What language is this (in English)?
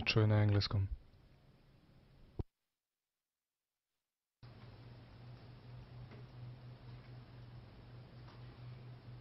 Croatian